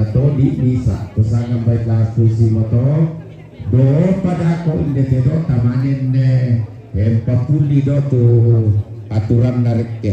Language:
Toraja-Sa'dan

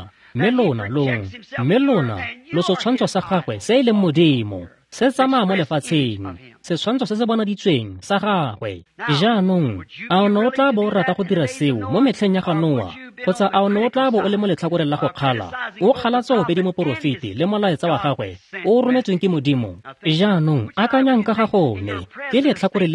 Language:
Tswana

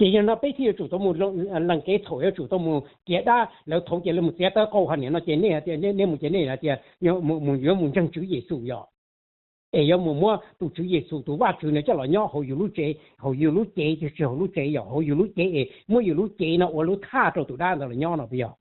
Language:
Hmong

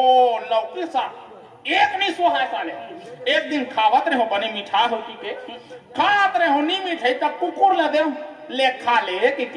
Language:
Chhattisgarhi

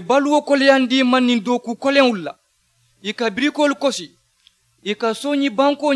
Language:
Mandingo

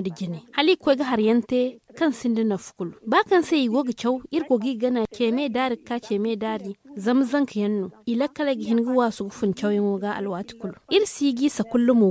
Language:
Zarma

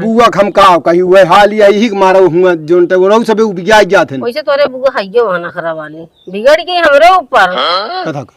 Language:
Awadhi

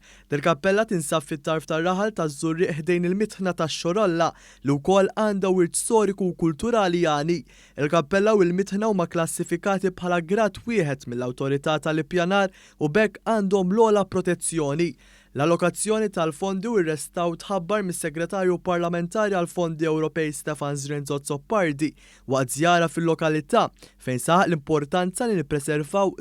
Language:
Maltese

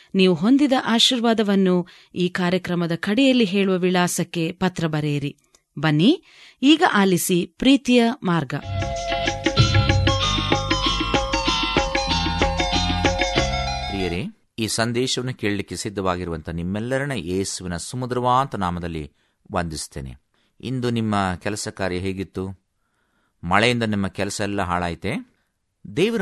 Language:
Kannada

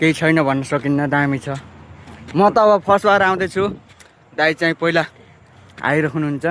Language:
Nepali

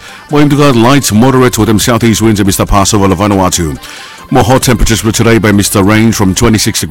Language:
Bislama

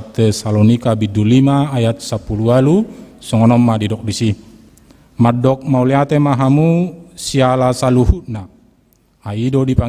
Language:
Batak Toba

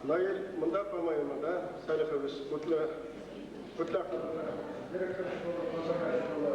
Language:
Bashkir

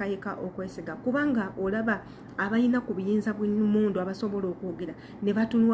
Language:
Ganda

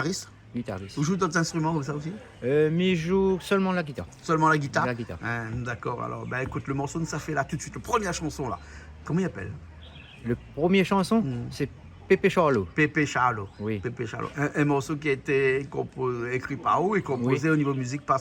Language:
Réunion Creole French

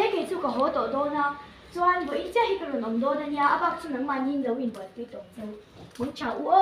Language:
Mizo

